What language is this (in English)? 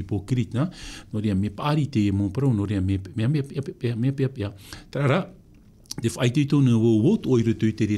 Tahitian